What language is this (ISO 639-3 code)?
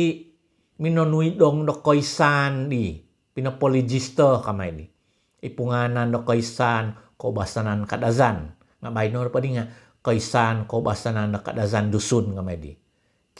dtp